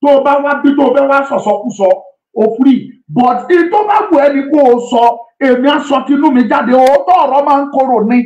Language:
Yoruba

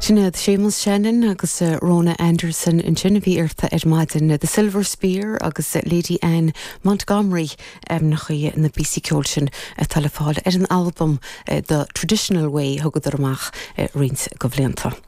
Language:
Irish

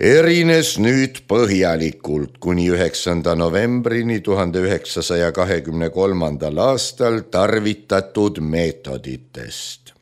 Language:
Estonian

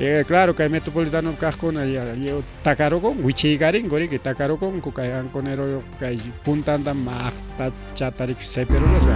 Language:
Ayacucho Quechua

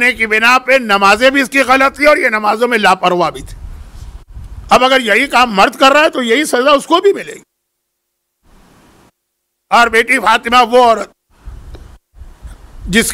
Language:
Urdu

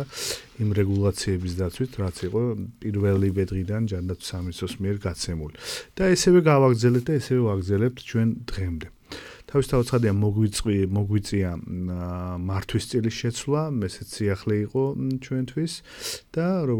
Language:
Georgian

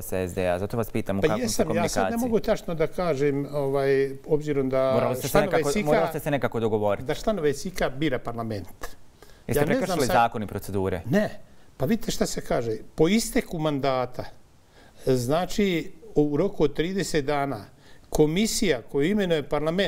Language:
Bosnian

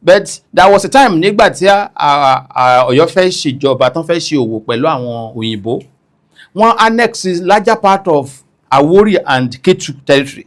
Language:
Yoruba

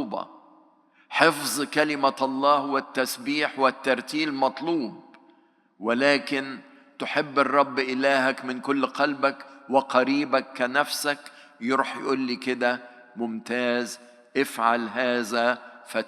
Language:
Egyptian Arabic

